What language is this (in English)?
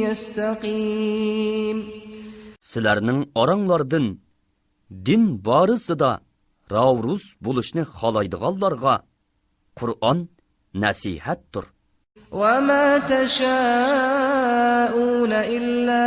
Uyghur